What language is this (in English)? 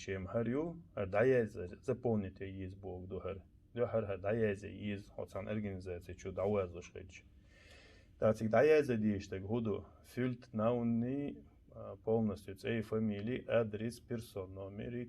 Chechen